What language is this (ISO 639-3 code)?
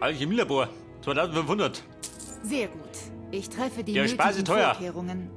bar